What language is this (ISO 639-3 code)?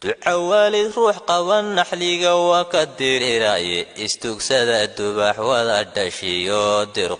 som